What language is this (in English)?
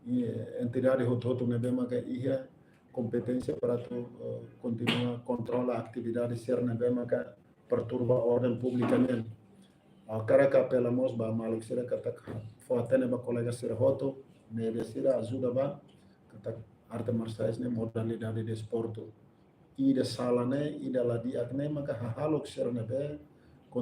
Tetum